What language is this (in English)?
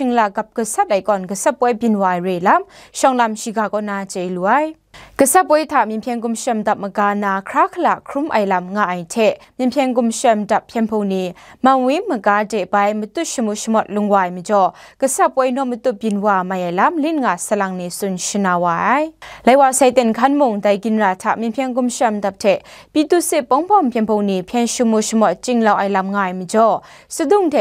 Kachin